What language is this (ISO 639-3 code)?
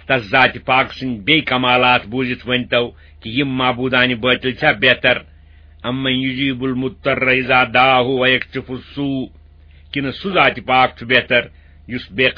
kas